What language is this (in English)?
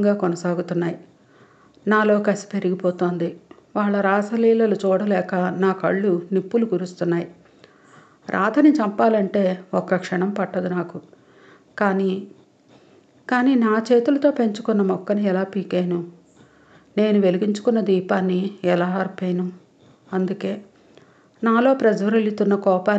Telugu